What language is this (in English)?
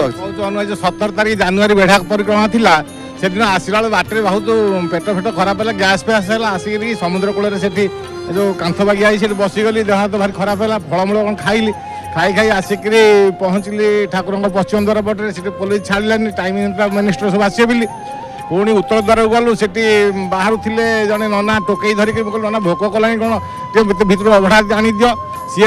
Odia